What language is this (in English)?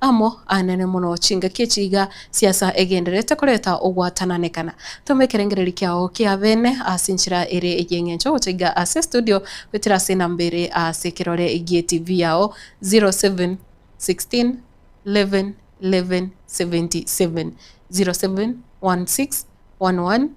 Gusii